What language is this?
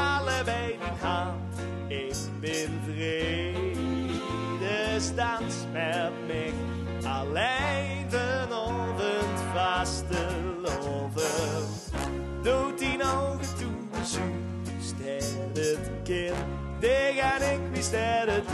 Limburgish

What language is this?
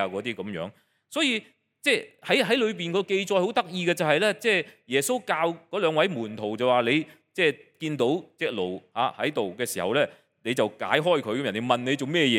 Cantonese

